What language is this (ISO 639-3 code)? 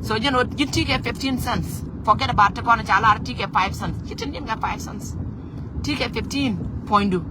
nus